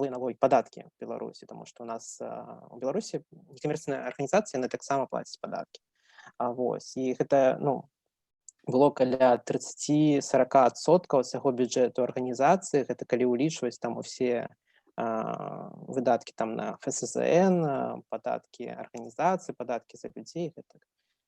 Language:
Belarusian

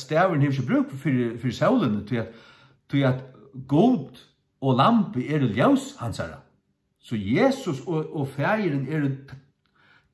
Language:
Faroese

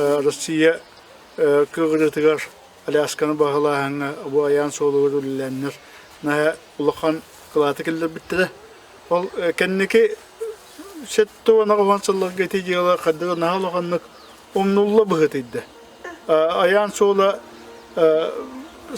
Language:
Yakut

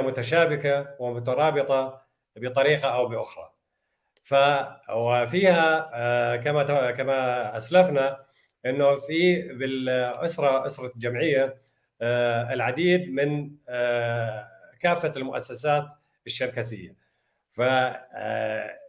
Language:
North Levantine Arabic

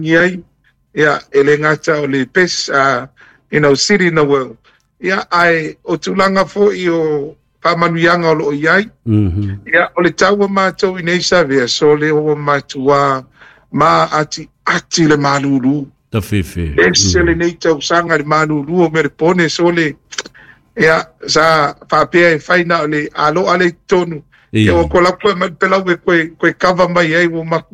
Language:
Samoan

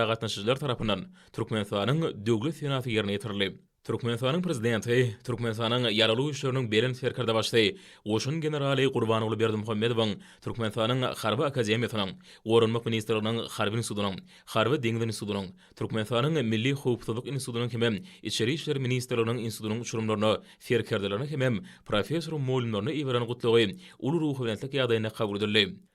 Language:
Turkmen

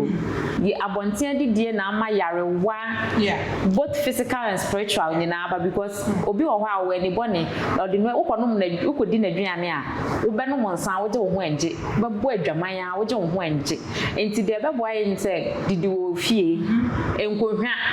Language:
Akan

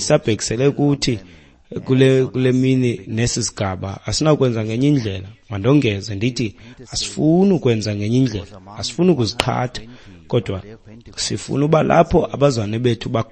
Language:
Xhosa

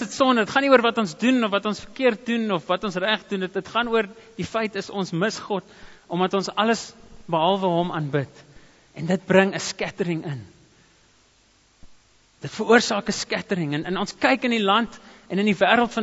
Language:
Afrikaans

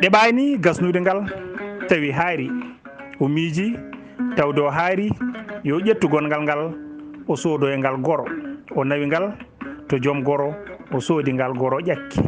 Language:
Fula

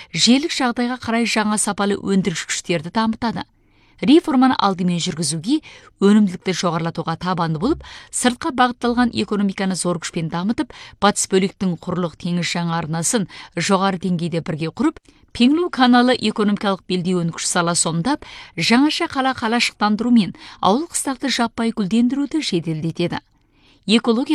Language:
Kazakh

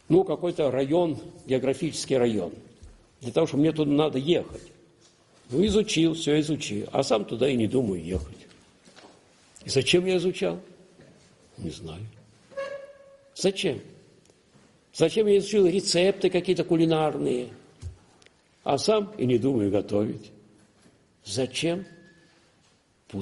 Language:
Russian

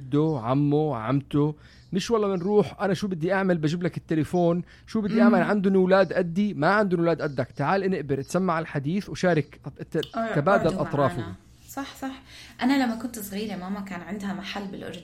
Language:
North Levantine Arabic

